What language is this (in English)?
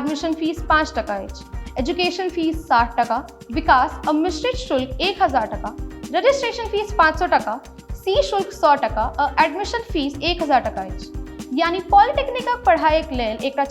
Maithili